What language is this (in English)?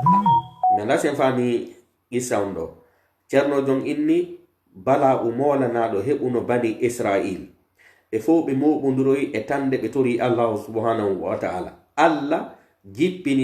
Pular